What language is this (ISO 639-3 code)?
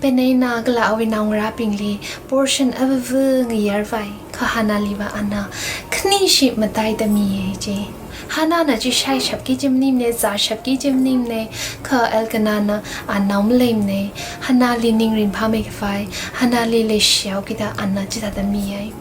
nmf